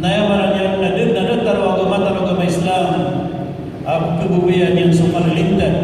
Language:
Maranao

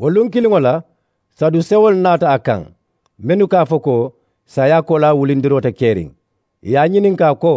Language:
Mandingo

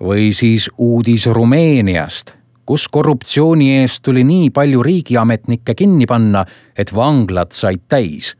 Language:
Estonian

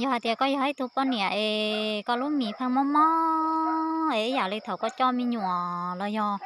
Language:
Hmong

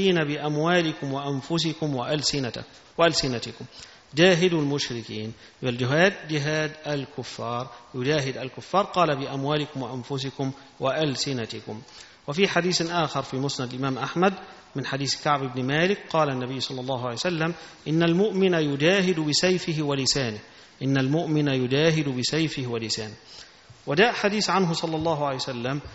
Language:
Arabic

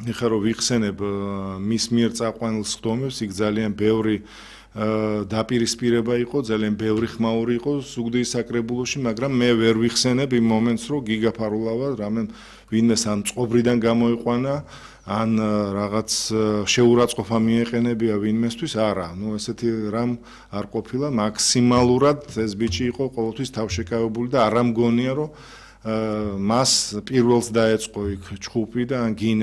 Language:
Georgian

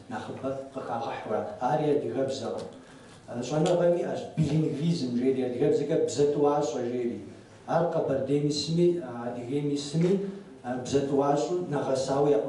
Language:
Kabardian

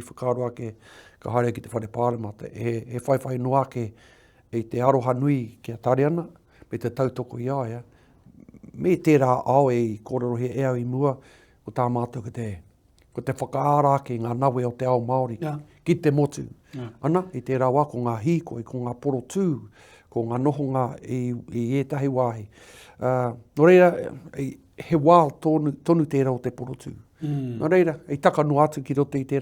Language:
Māori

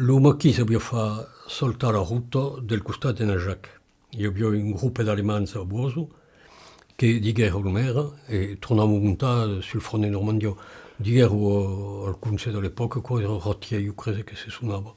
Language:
Occitan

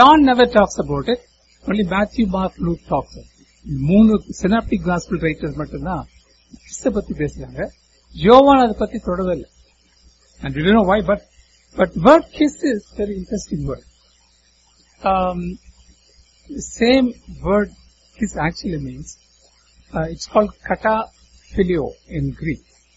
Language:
Tamil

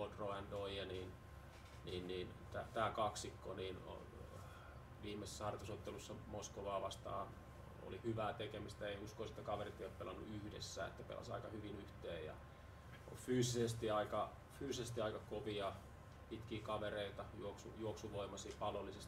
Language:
Finnish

